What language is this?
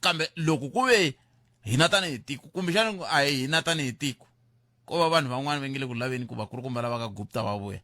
Tsonga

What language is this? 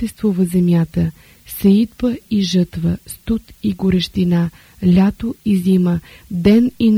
Bulgarian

